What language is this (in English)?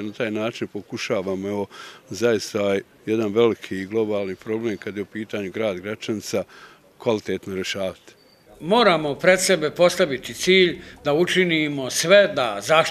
Bosnian